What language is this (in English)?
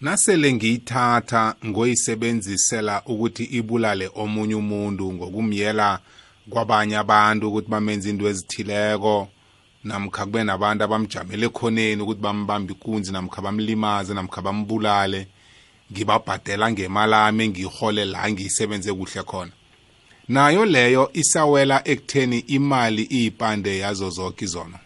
South Ndebele